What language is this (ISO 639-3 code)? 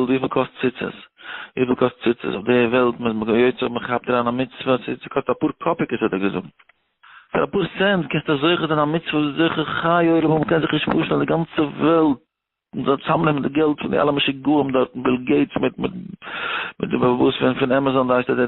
yid